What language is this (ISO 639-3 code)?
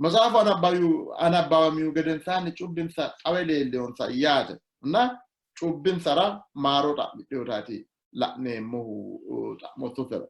sid